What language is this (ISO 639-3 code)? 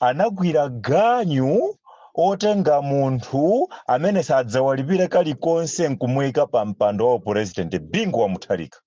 nya